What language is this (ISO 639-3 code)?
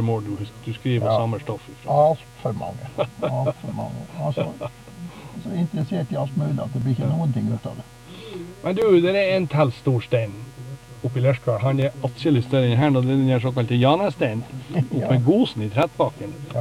nor